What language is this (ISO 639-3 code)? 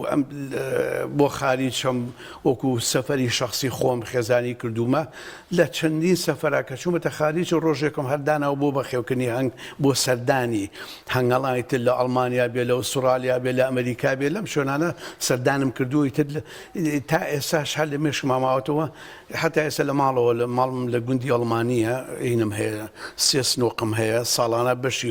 ckb